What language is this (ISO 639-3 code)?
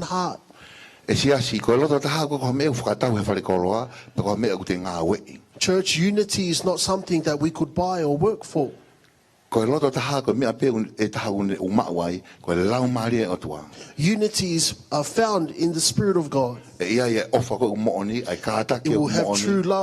ton